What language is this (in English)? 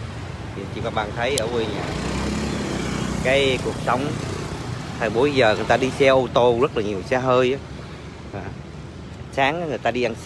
Vietnamese